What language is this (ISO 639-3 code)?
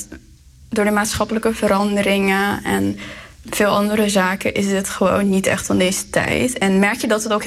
nld